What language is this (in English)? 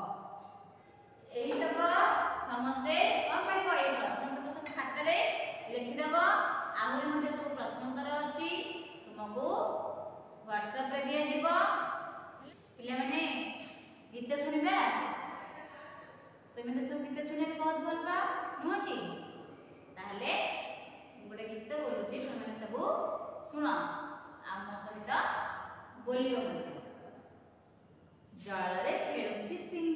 Odia